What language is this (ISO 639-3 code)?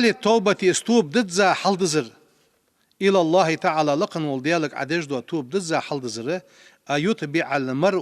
inh